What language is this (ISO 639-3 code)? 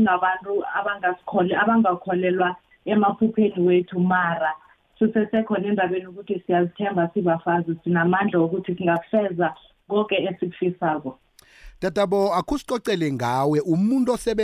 nbl